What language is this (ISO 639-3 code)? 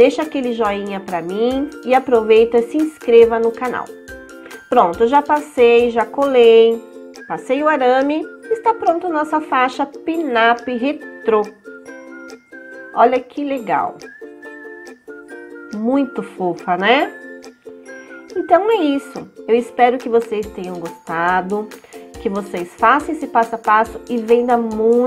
por